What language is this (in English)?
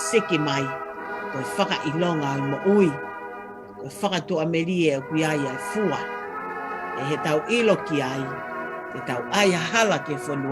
Tongan